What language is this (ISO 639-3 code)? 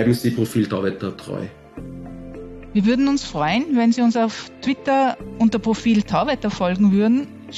deu